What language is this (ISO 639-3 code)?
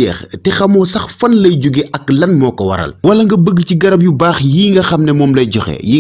wol